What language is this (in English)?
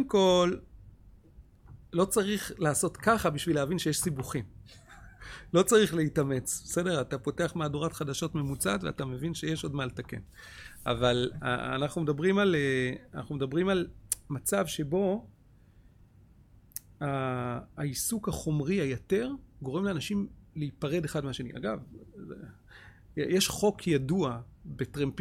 Hebrew